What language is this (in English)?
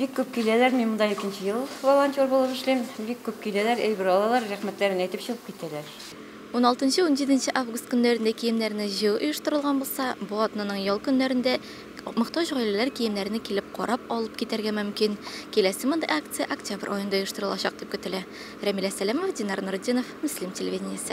Tatar